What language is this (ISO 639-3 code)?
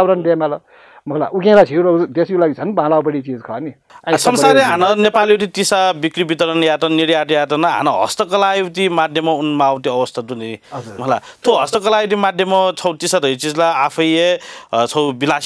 new